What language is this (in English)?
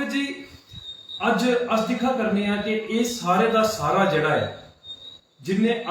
Dogri